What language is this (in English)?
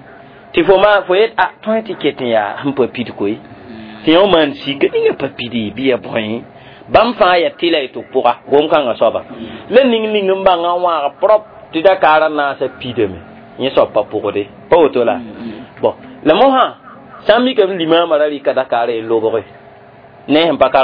Mossi